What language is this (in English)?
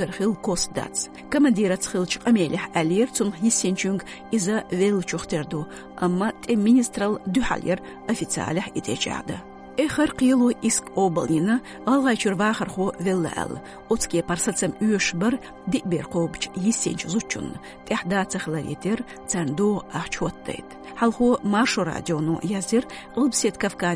Chechen